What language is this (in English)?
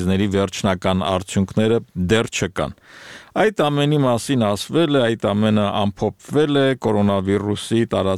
Armenian